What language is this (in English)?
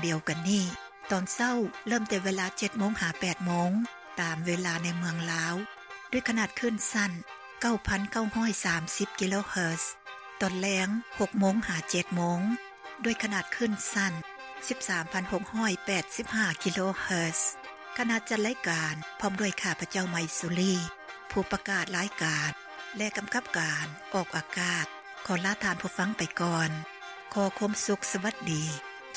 Lao